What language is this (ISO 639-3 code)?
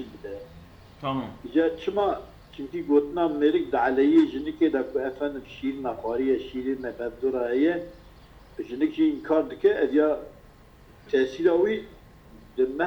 kur